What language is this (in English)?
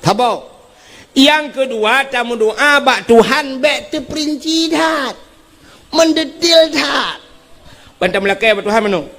Achinese